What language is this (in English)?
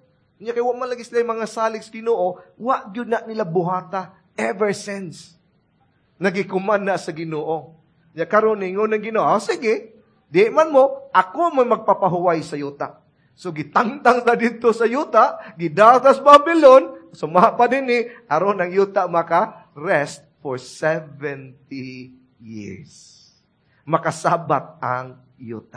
Cebuano